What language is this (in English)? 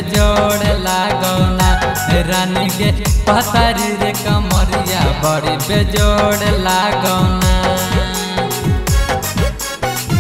Bhojpuri